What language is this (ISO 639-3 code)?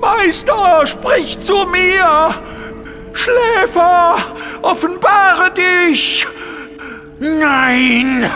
bar